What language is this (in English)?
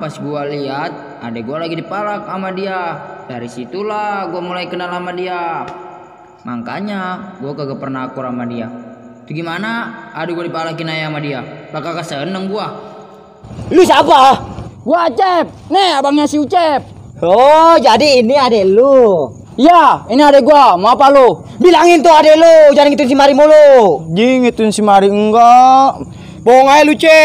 Betawi